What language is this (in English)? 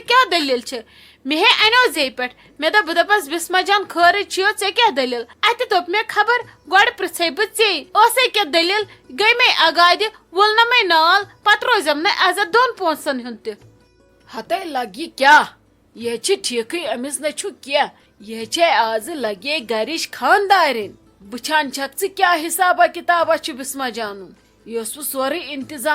Kashmiri